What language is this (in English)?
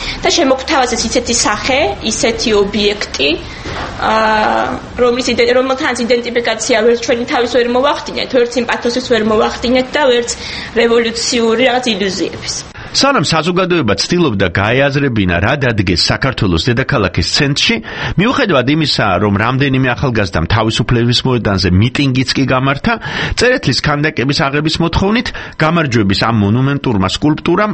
Georgian